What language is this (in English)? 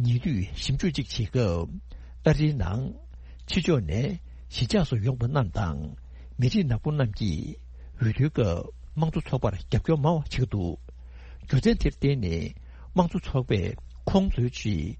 Tibetan